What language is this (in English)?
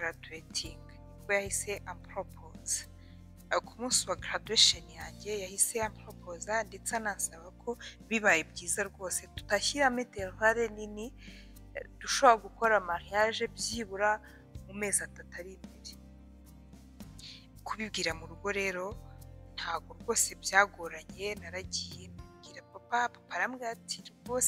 Kinyarwanda